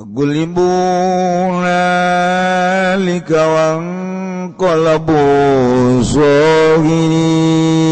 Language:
Sundanese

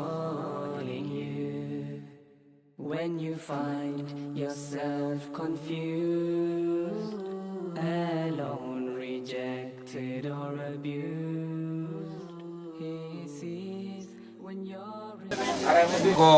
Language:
Pular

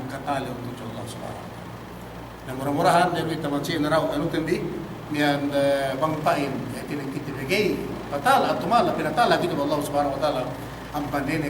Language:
Yakan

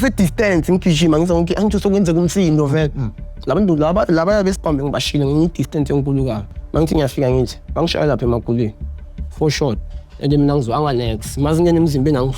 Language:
Zulu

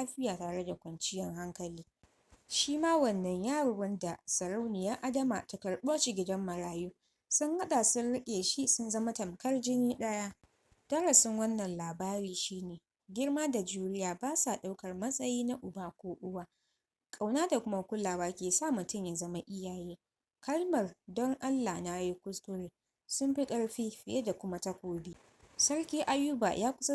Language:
Hausa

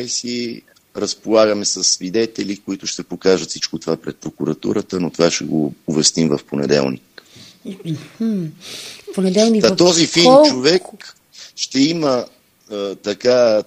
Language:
Bulgarian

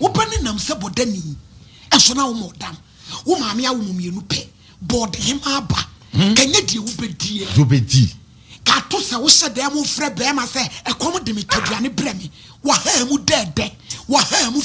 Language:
Akan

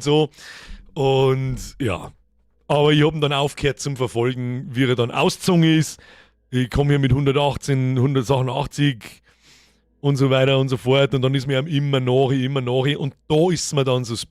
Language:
Bavarian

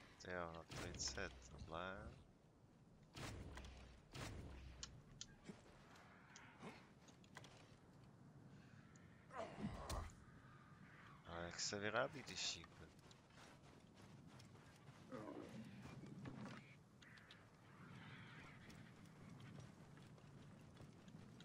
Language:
Czech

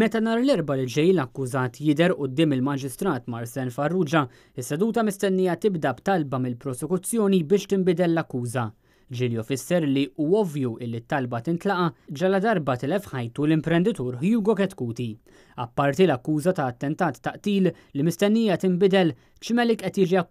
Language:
Maltese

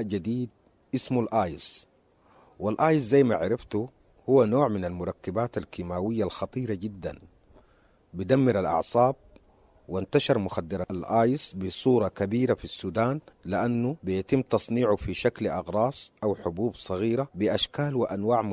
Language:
Sudanese Arabic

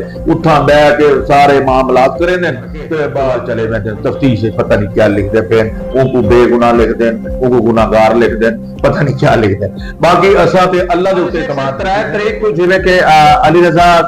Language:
Saraiki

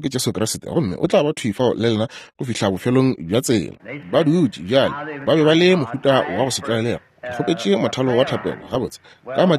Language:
Northern Sotho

